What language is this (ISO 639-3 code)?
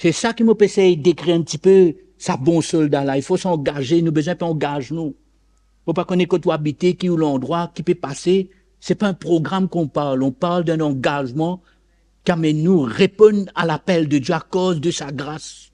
mfe